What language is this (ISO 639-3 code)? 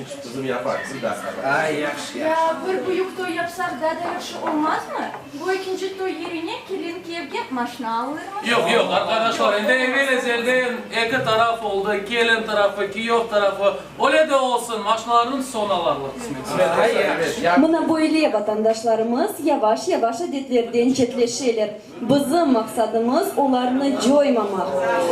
crh